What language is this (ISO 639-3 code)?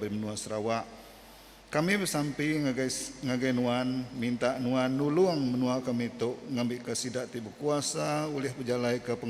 iba